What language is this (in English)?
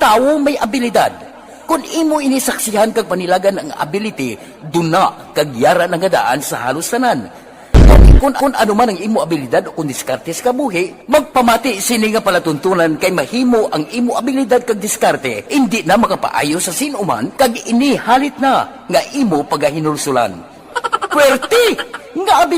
Hiligaynon